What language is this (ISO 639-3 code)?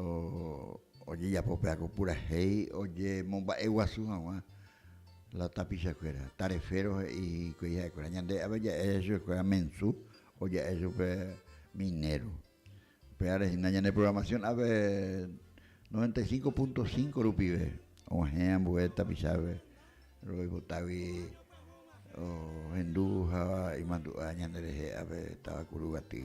grn